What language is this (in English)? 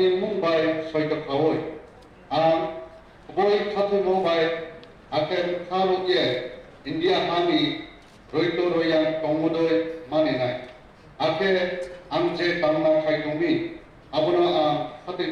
Kok Borok